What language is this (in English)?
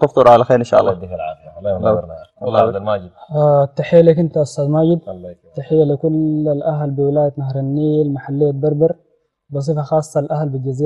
Sudanese Arabic